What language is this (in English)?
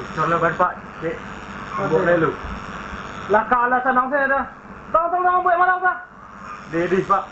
Minangkabau